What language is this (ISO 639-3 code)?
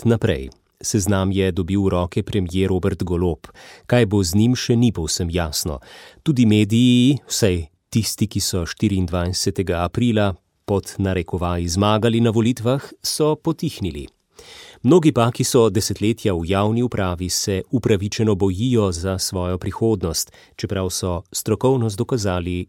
slv